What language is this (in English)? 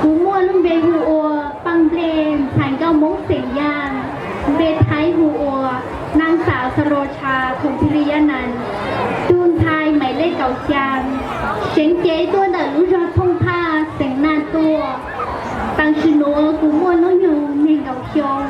Hmong